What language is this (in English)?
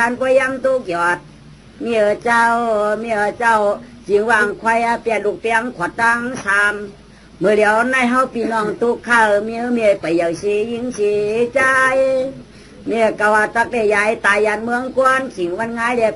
Shan